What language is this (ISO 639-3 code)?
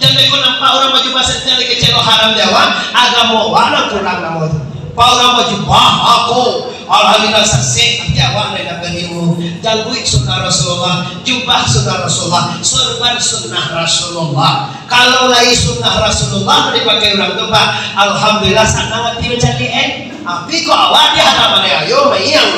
min